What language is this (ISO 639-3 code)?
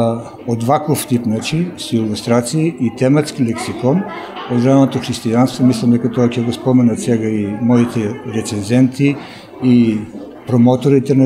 mkd